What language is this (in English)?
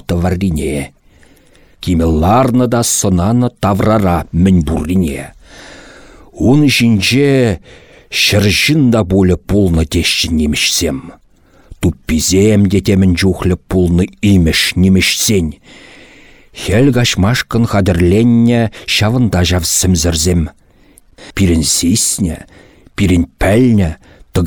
Chuvash